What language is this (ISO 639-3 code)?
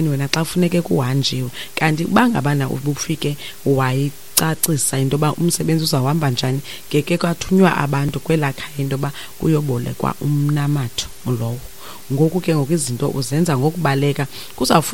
xho